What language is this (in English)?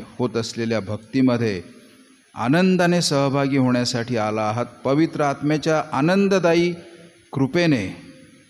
Marathi